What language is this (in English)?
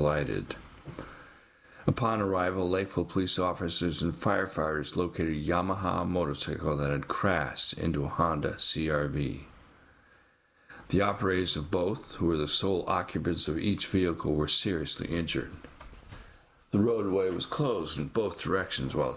English